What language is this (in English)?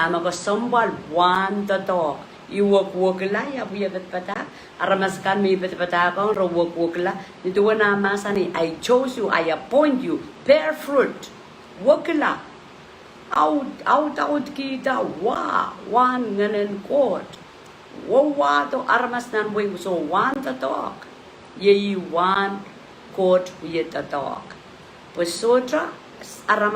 Pohnpeian